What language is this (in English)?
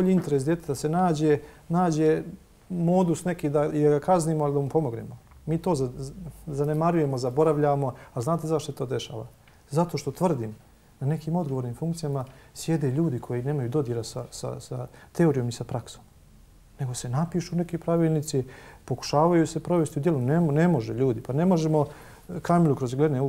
Bosnian